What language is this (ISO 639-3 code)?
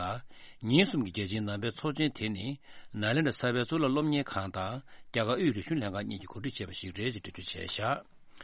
bod